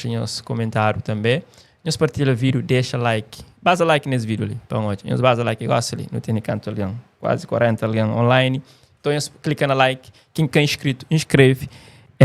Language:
Kabuverdianu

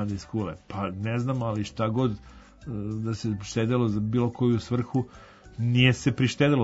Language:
Serbian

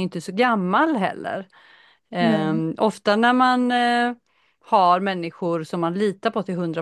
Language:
Swedish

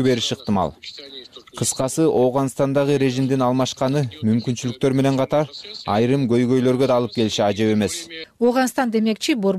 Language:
Kyrgyz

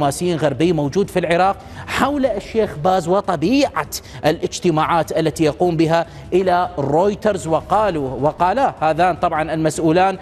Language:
Arabic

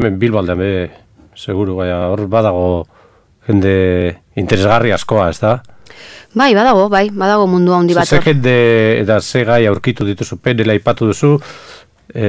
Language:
Basque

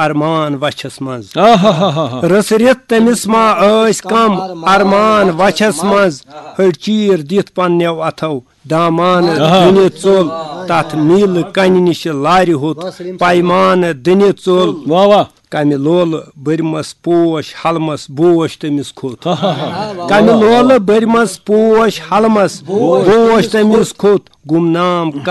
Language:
Kashmiri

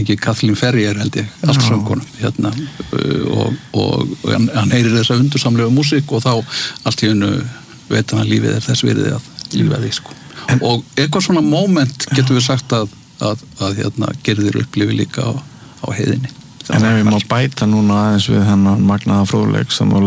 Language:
Icelandic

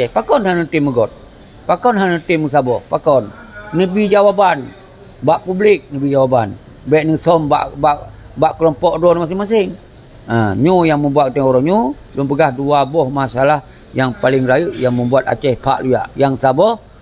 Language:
Achinese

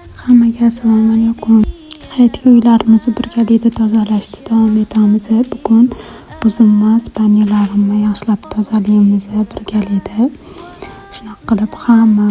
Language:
Uzbek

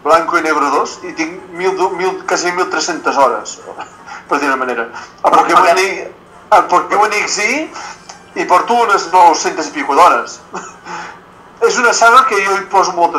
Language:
Catalan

